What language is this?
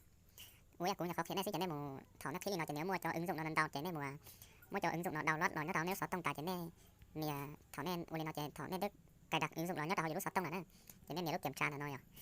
Hmong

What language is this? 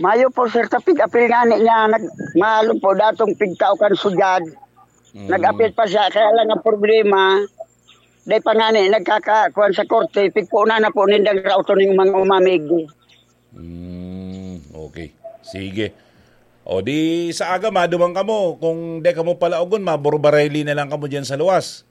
Bikol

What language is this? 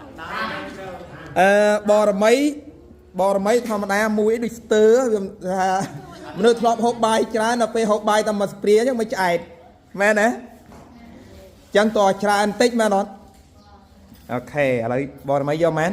Khmer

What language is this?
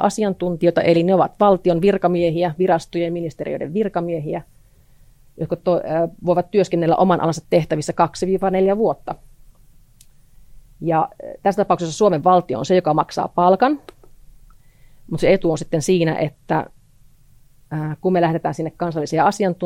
Finnish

